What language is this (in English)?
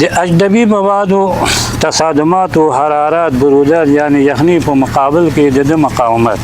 Pashto